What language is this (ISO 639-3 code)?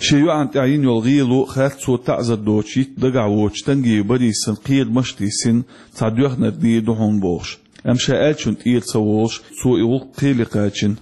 che